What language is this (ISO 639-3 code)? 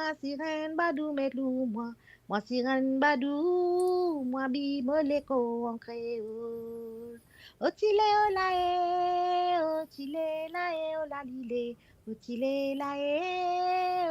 mfe